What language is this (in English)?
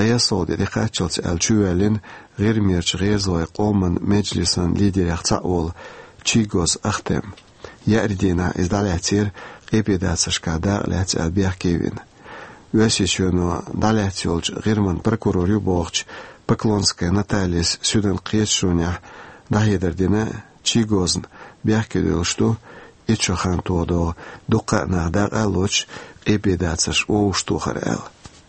Chechen